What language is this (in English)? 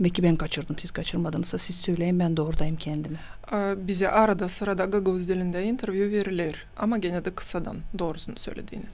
Gagauz